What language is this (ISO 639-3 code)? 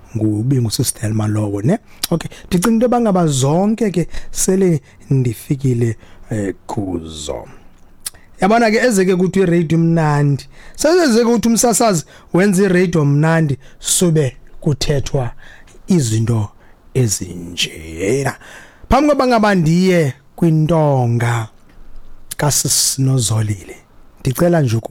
xho